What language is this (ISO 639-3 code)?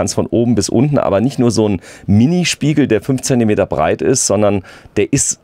deu